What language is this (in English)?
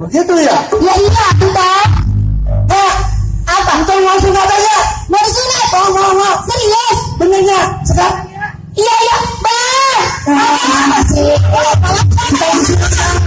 Betawi